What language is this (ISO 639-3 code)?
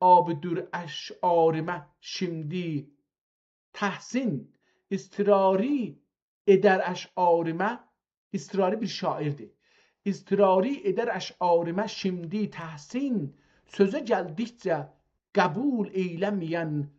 azb